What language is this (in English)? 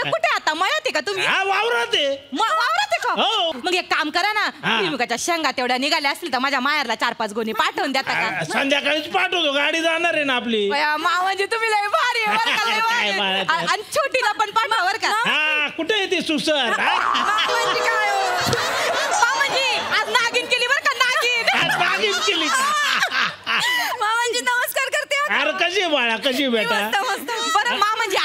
Marathi